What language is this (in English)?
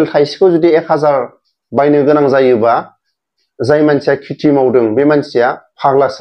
Bodo